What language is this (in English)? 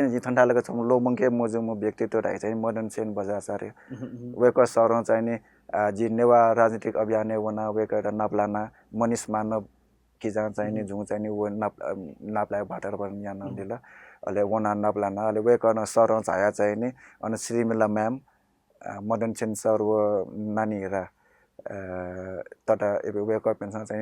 Newari